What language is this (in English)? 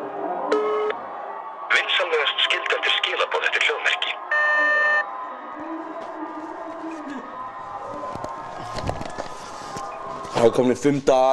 Icelandic